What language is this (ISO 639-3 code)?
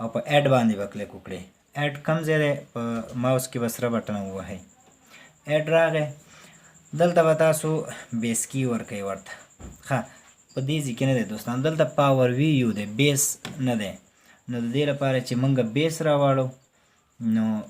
pus